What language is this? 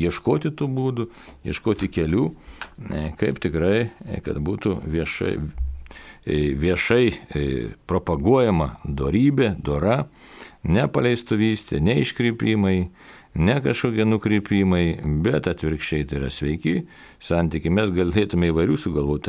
Lithuanian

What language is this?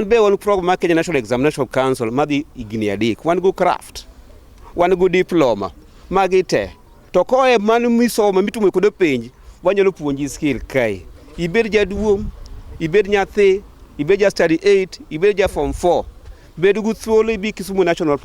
Luo (Kenya and Tanzania)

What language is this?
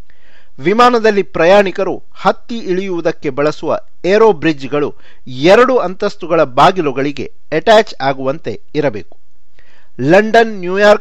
Kannada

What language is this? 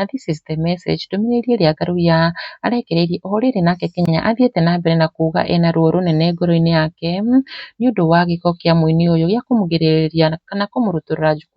Kikuyu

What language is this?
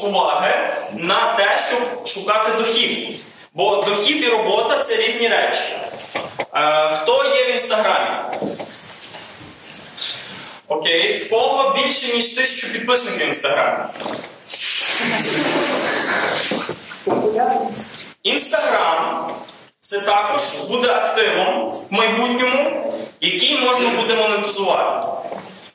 Ukrainian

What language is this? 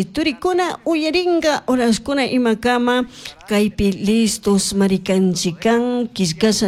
Chimborazo Highland Quichua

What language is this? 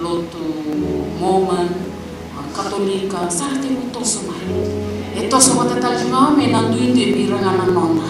Fijian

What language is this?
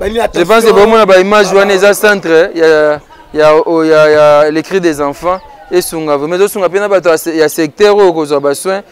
Lingala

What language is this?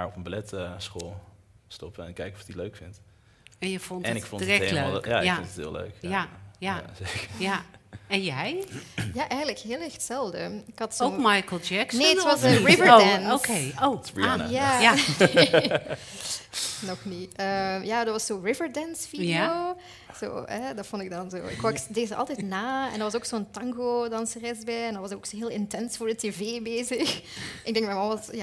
Dutch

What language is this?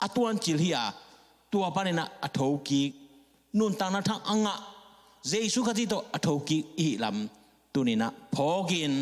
Tedim Chin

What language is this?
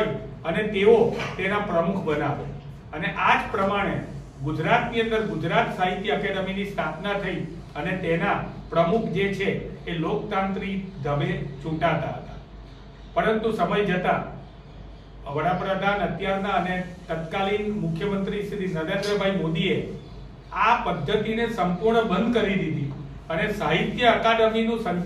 Gujarati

